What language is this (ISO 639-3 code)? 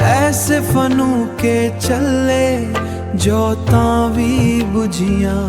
doi